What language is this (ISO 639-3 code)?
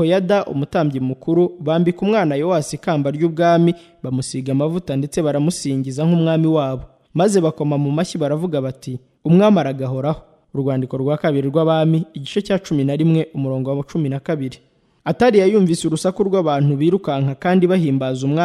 kin